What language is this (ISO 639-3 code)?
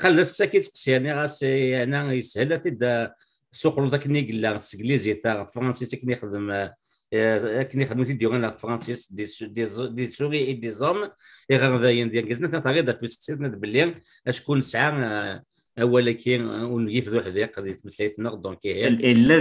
kab